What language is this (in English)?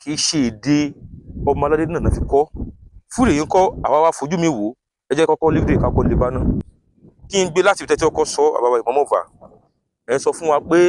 Yoruba